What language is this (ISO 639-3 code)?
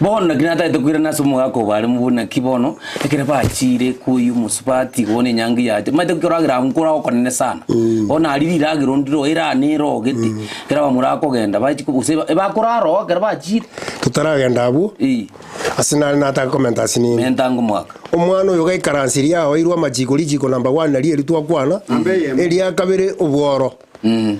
guz